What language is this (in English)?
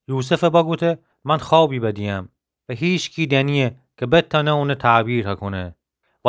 Gilaki